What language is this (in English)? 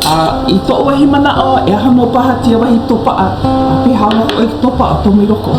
Hawaiian